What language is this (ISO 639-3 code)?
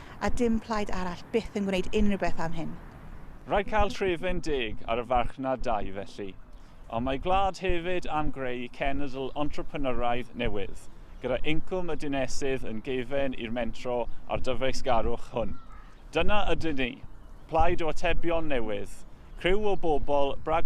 cym